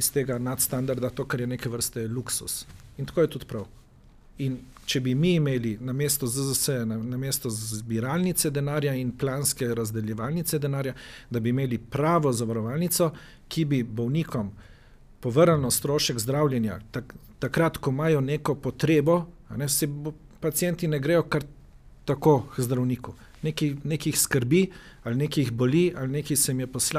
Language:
Slovenian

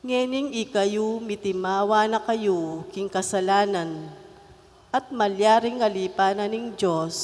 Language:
Pampanga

